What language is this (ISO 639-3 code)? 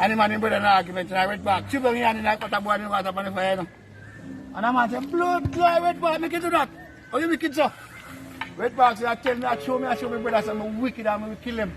jam